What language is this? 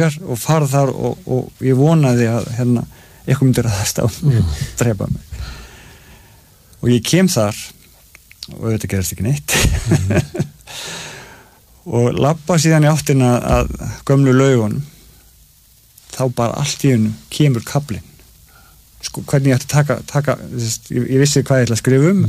Icelandic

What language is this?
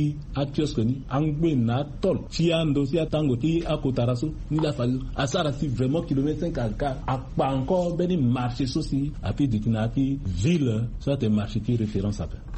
Sango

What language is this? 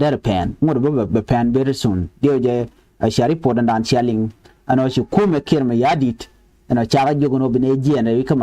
Nuer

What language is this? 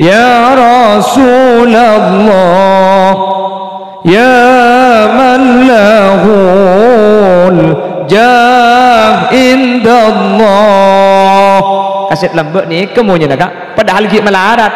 Madurese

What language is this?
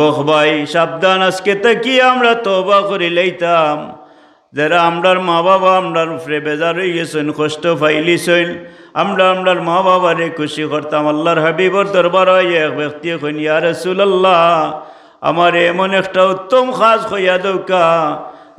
Sylheti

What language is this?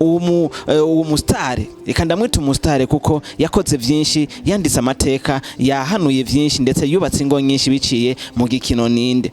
Rundi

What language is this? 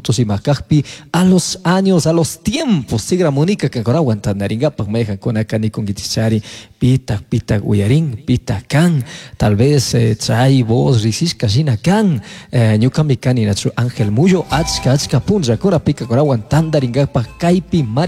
Chimborazo Highland Quichua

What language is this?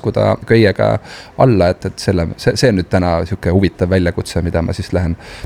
Estonian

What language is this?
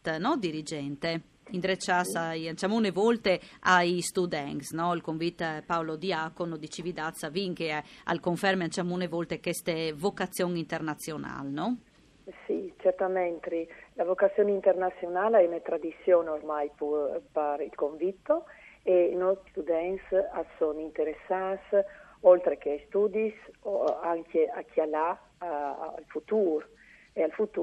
Friulian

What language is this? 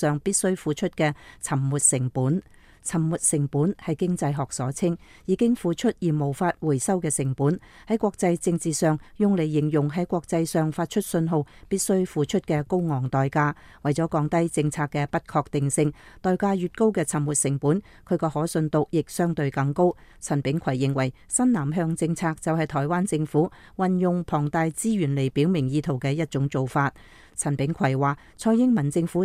Cantonese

